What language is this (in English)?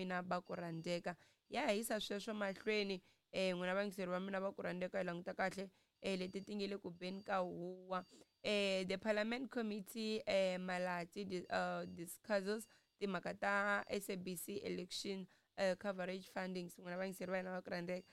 Tsonga